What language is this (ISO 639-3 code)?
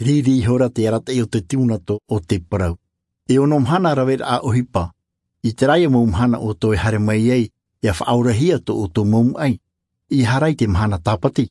tah